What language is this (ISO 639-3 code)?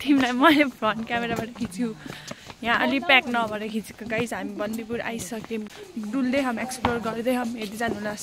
nep